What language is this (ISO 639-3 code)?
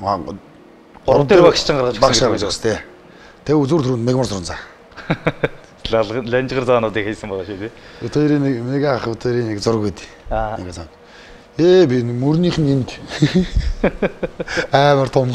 mon